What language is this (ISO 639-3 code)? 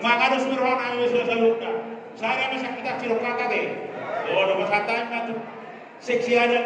bbc